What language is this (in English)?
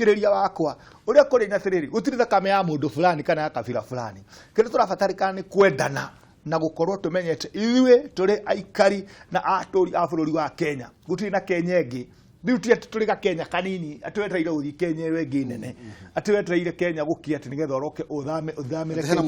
Kikuyu